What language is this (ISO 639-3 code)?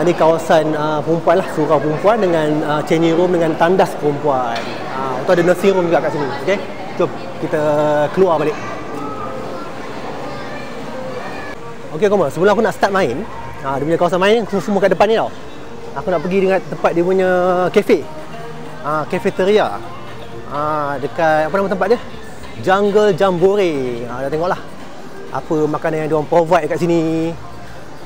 msa